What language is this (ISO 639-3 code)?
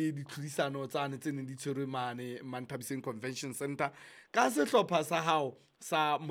sot